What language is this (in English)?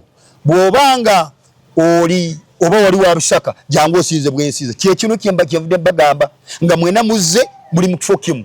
Ganda